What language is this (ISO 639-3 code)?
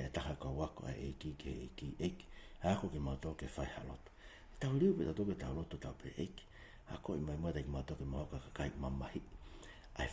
ton